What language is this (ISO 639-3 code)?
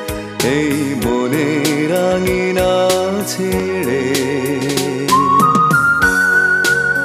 ben